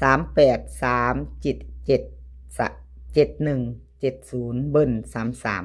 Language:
Lao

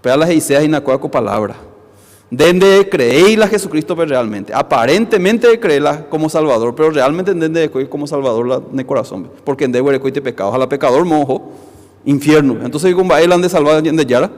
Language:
Guarani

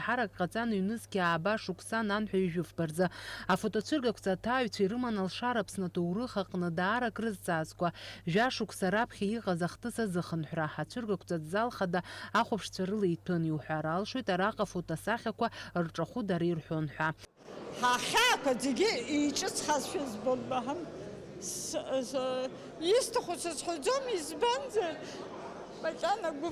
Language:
Abkhazian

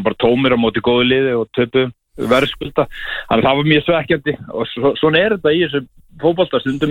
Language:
Icelandic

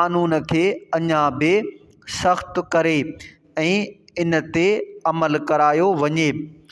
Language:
Sindhi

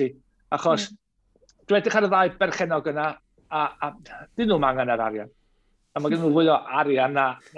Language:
Welsh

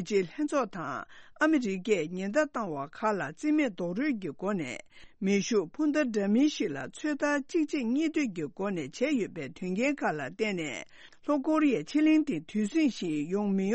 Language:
Tibetan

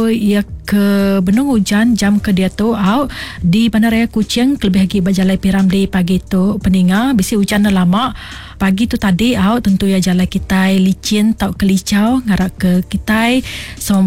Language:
Iban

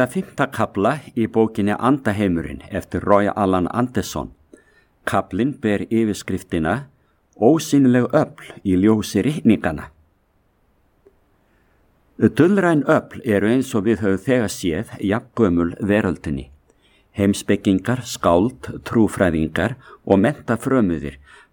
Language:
Icelandic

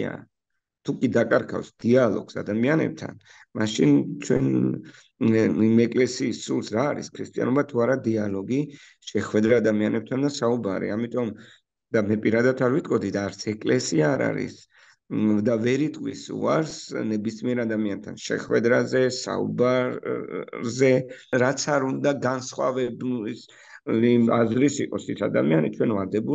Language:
Georgian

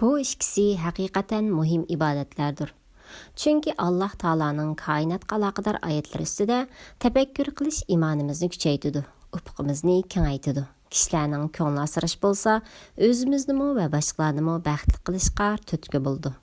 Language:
Uyghur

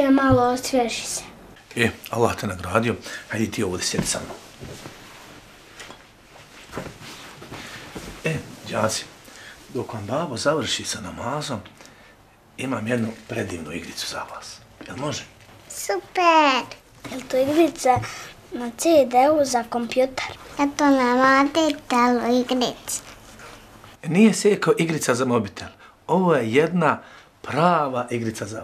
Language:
Bosnian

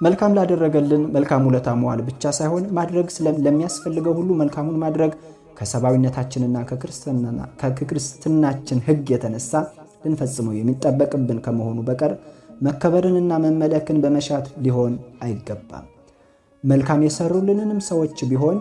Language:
Amharic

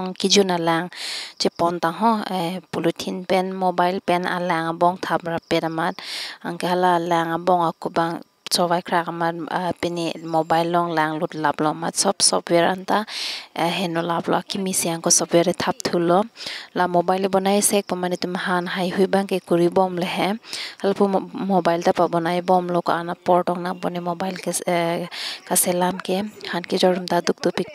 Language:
Karbi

